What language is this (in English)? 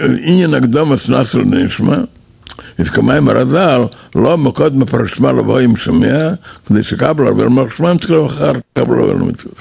Yiddish